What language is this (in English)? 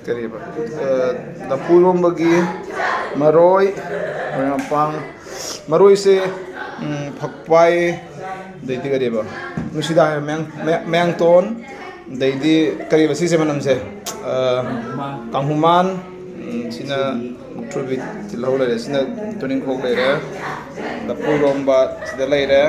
Manipuri